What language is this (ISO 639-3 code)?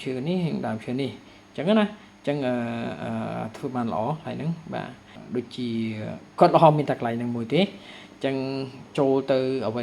khm